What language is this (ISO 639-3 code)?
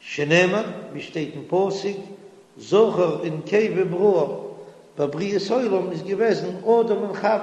yid